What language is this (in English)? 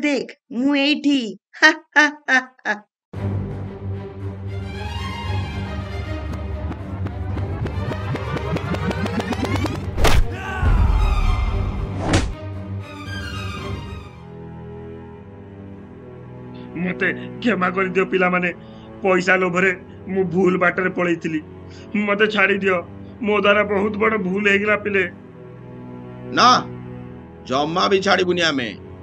Odia